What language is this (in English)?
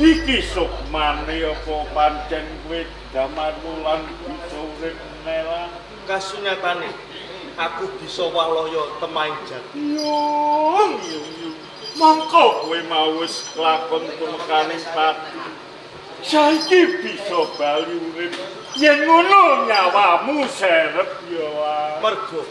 Javanese